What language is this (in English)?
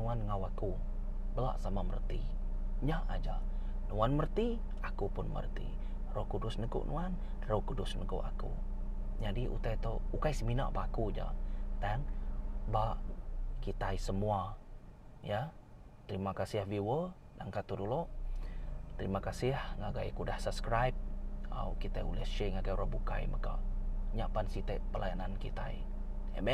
Iban